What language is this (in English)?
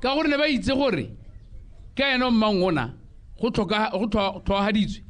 Tswana